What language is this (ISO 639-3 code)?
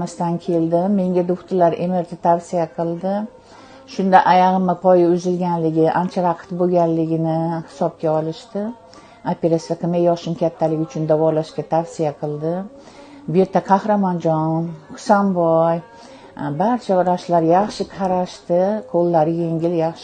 uzb